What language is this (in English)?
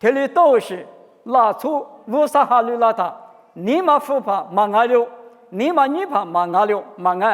Lisu